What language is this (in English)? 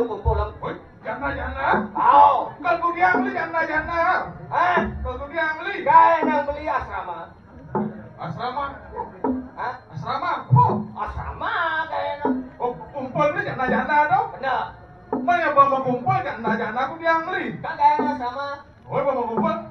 Balinese